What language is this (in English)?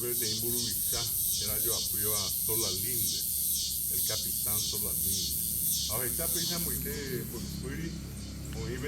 Guarani